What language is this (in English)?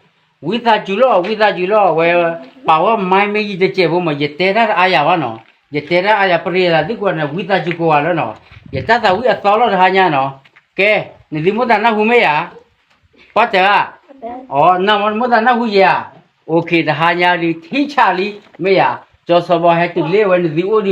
S'gaw Karen